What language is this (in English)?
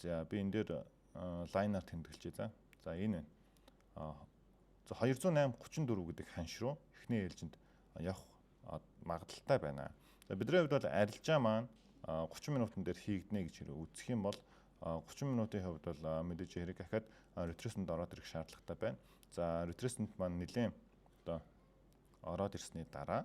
Mongolian